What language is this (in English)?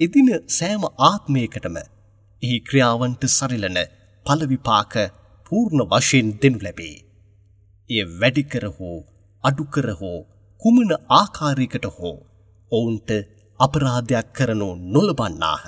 Sinhala